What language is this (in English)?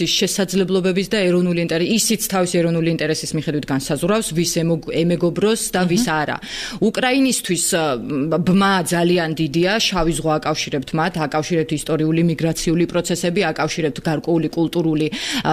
Georgian